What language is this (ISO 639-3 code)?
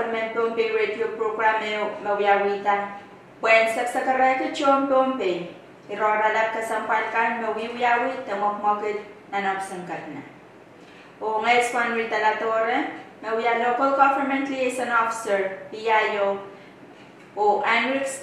pon